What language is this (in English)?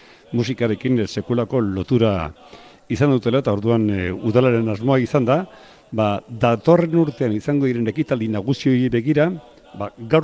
Basque